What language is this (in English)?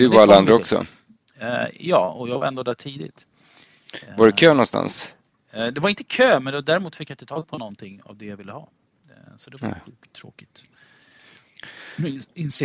Swedish